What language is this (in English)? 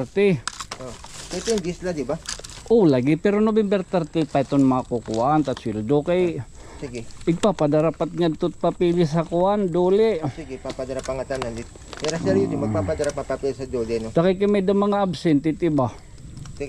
Waray